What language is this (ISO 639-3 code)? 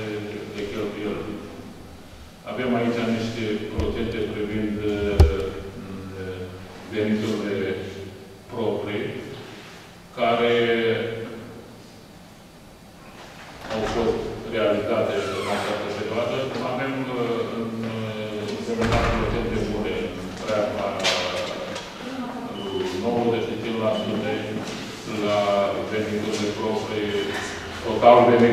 ron